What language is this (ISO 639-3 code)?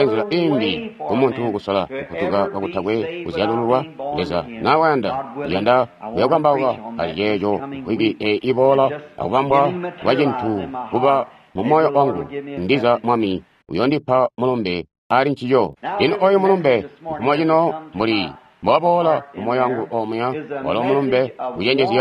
toi